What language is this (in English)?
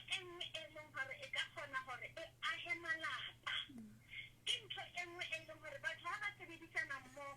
Southern Sotho